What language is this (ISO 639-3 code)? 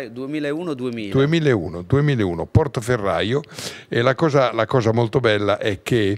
ita